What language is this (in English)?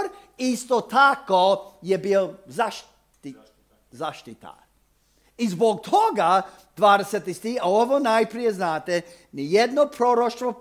Croatian